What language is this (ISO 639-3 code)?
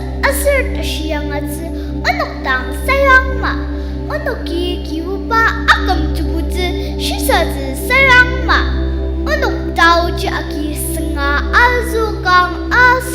njo